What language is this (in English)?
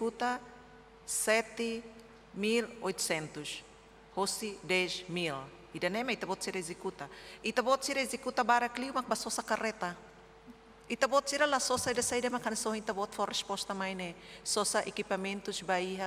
Tetum